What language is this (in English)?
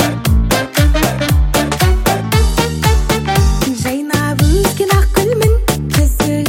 Kazakh